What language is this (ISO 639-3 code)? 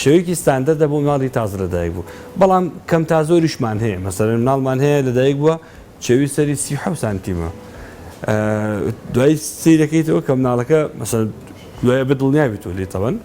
ckb